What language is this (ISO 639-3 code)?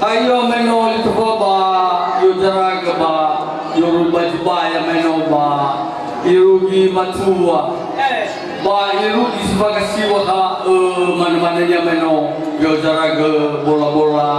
nia